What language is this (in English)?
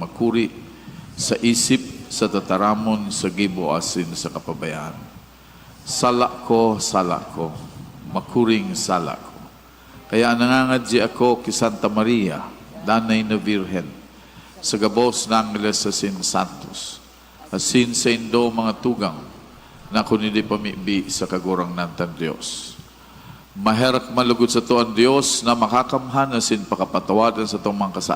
Bikol